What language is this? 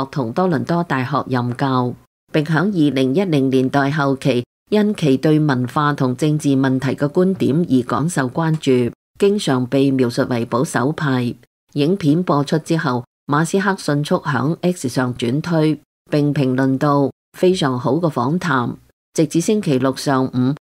Cantonese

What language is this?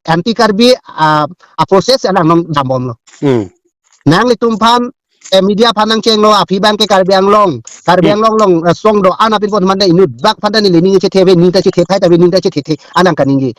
Karbi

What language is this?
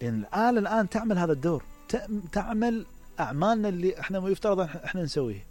Mesopotamian Arabic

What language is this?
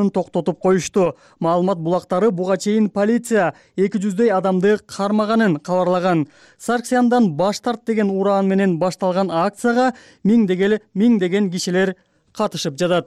Kyrgyz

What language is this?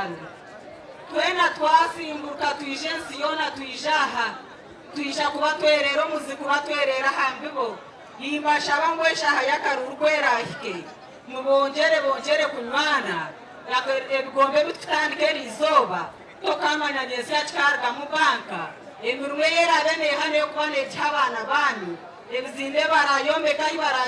Nyankole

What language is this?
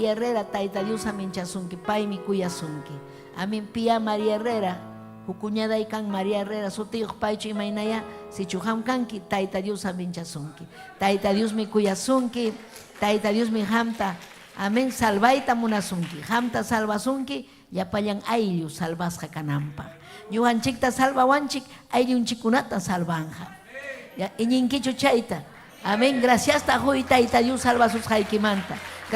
Ayacucho Quechua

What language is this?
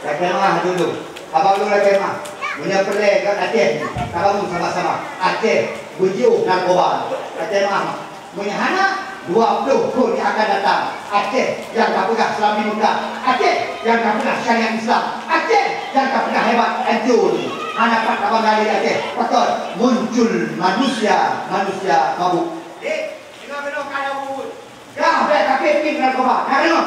Achinese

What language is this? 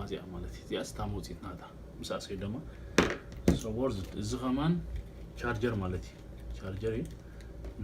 Tigrinya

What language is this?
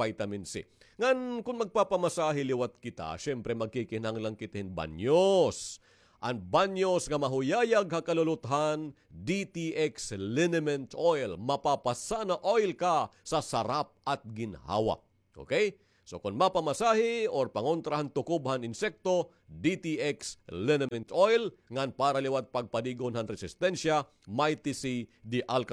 Waray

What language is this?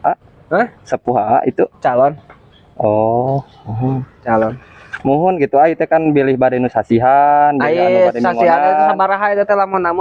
Sundanese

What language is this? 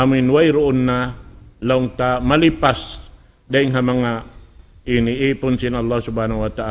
Tausug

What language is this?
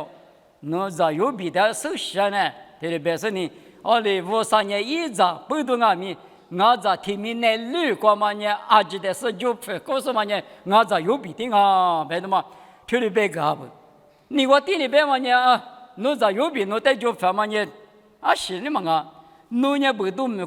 Lisu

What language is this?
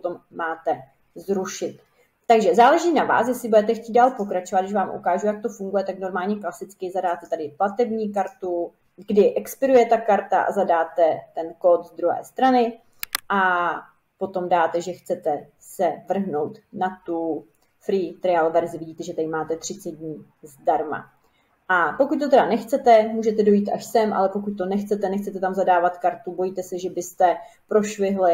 Czech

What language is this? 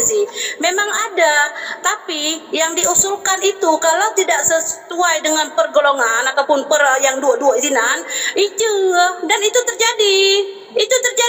Achinese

